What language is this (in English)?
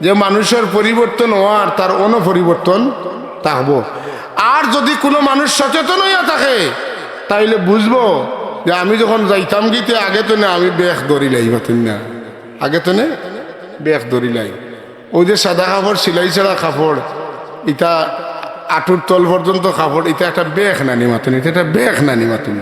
Sylheti